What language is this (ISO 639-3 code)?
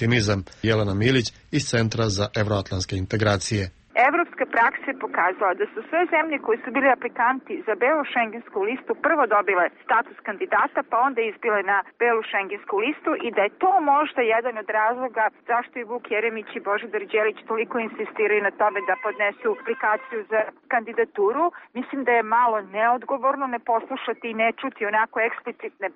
srp